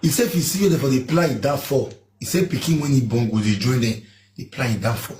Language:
Nigerian Pidgin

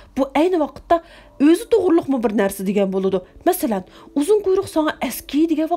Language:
Uyghur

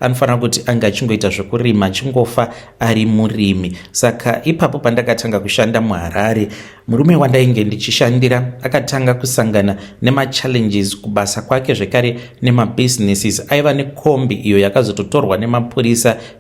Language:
Shona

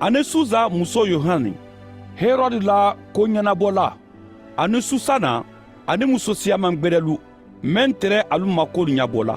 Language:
Mandingo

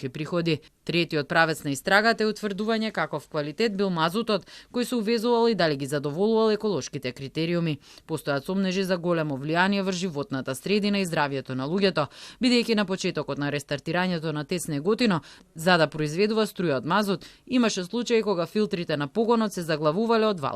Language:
Macedonian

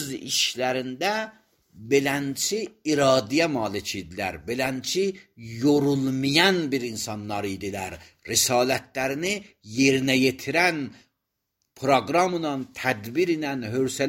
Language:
Azerbaijani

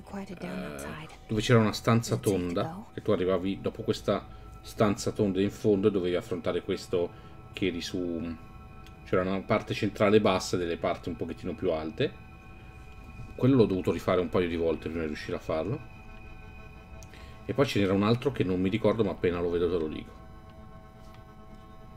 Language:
Italian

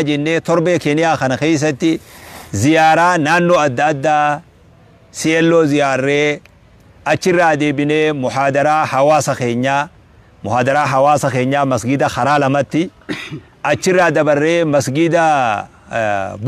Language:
Oromo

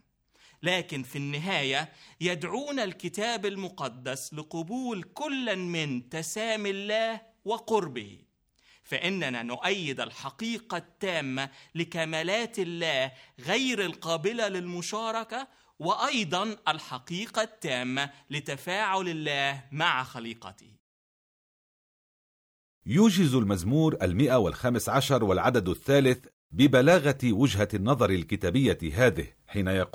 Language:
Arabic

